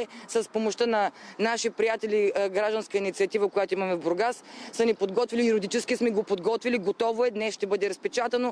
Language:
Bulgarian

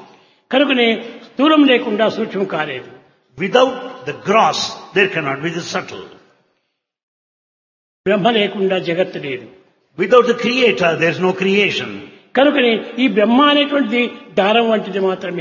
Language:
Telugu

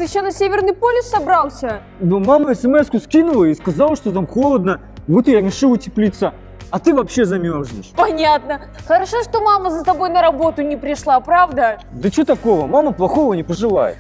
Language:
Russian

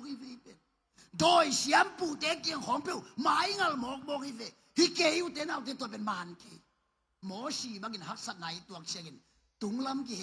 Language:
Tedim Chin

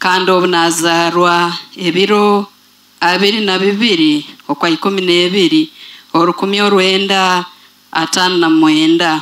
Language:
Nyoro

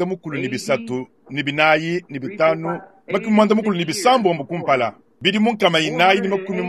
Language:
Luba-Lulua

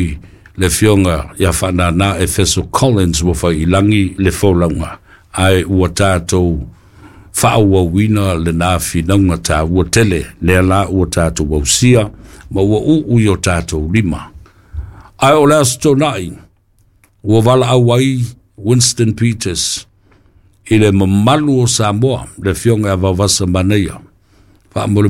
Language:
Samoan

